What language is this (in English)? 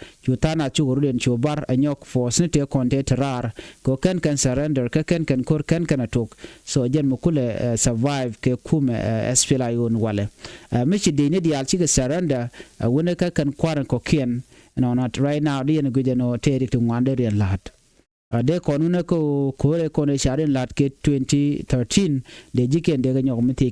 Nuer